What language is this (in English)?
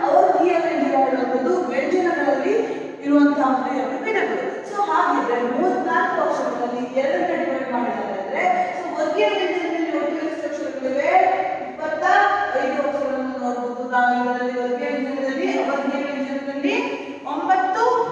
Kannada